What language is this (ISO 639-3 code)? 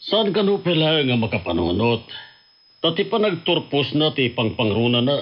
ilo